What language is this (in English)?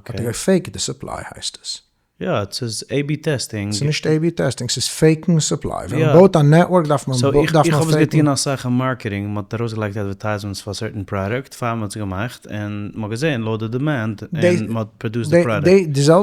Yiddish